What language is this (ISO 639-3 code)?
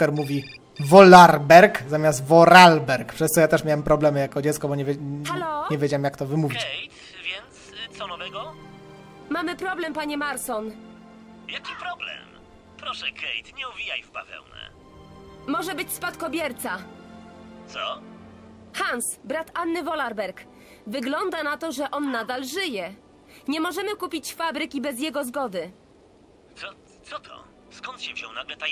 pol